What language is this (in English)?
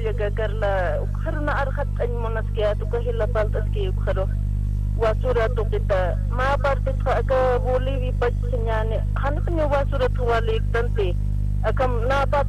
Aymara